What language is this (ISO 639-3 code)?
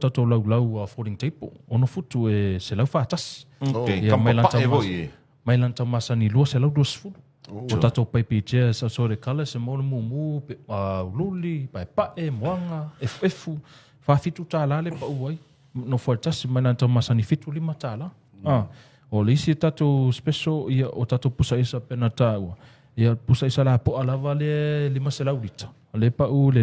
smo